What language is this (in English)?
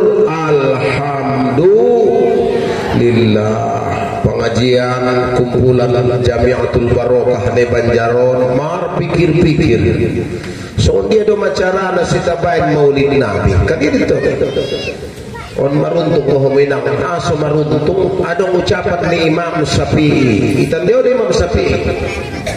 Batak Mandailing